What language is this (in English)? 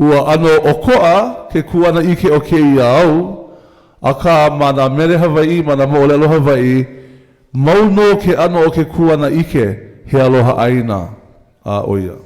Hawaiian